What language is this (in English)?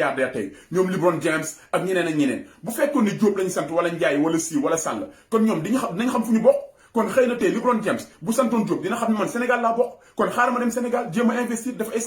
Wolof